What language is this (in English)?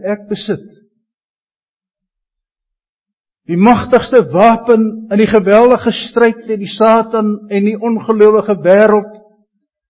Afrikaans